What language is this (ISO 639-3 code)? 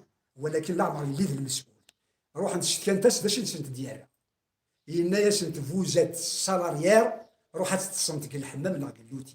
kab